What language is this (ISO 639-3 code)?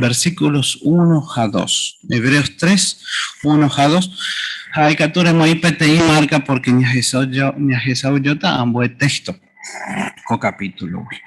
grn